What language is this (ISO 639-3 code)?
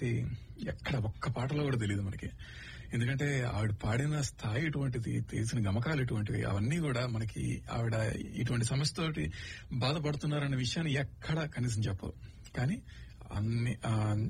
tel